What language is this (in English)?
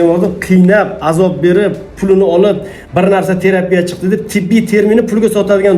Uzbek